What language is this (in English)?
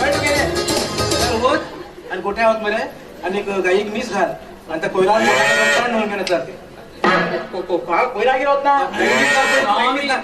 Konkani